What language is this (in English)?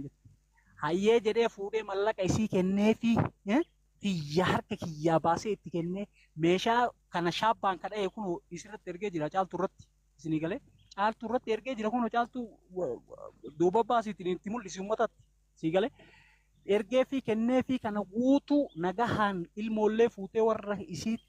Oromo